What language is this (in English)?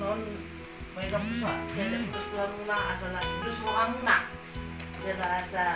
Batak Toba